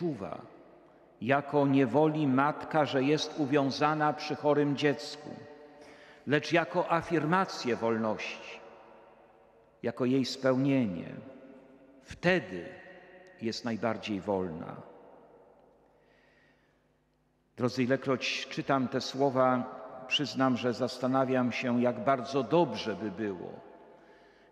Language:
Polish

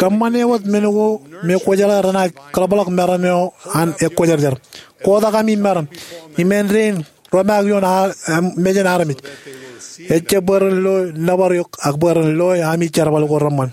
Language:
Marshallese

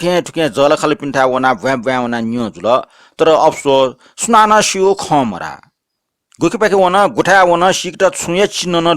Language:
Newari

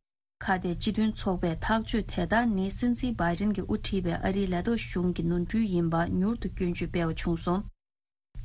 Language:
Tibetan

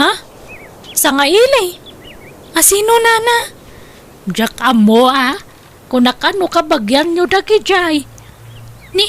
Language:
Iloko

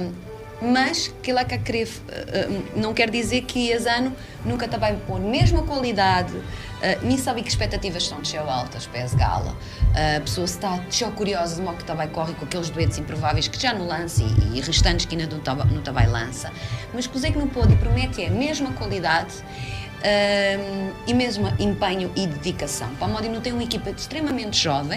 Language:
Kabuverdianu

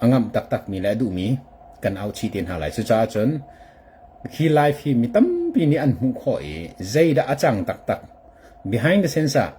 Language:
Hakha Chin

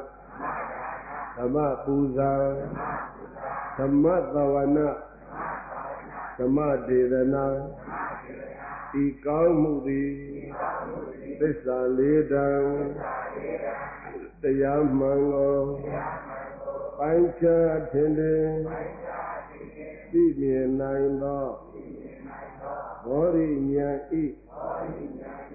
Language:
Burmese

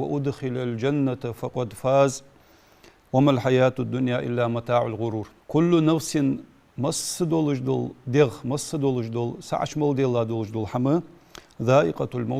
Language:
Ingush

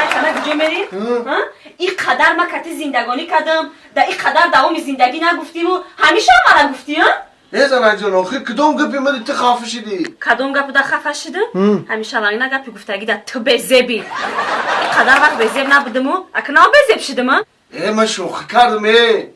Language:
Tajik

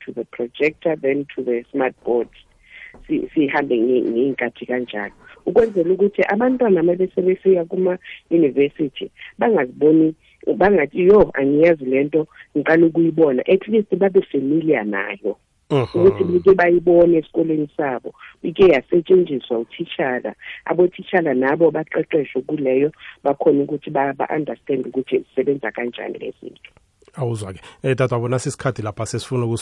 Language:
South Ndebele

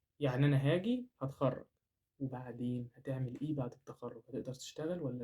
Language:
Egyptian Arabic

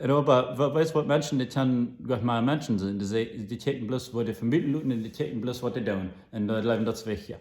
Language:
Plautdietsch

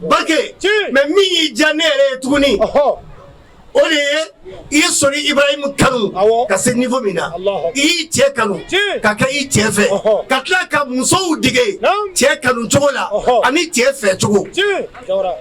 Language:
Bambara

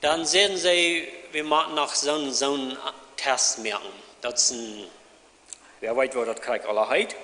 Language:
Plautdietsch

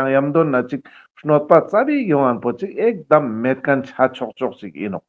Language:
Ladakhi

